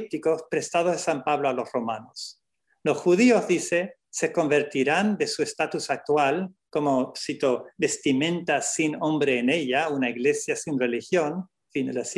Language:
Spanish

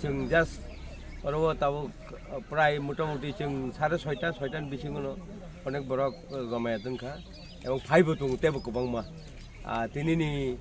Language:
Kok Borok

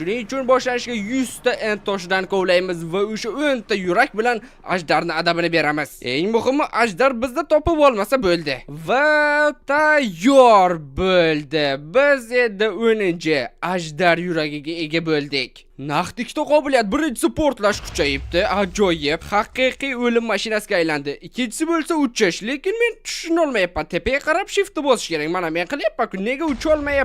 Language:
Uzbek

